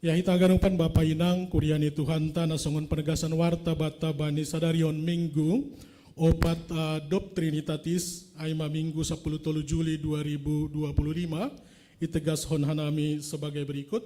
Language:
Batak Simalungun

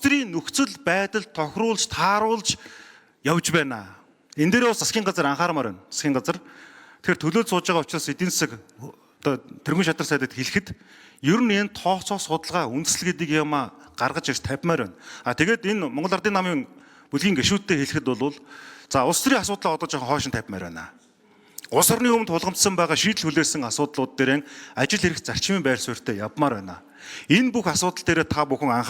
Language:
Mongolian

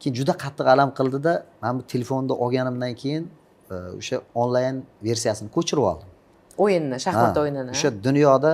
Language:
Uzbek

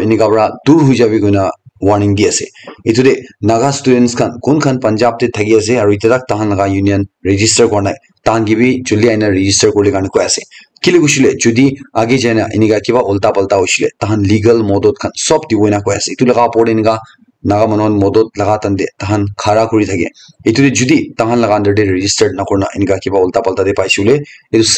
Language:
Naga Pidgin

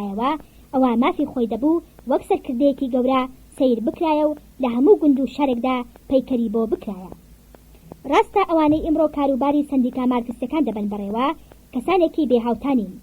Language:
Central Kurdish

